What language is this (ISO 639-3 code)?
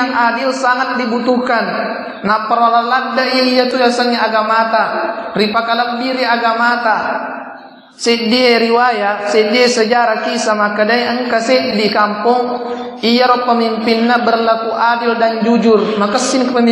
bug